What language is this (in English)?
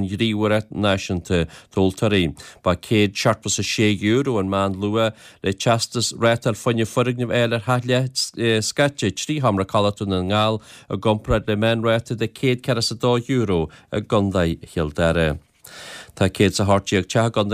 Irish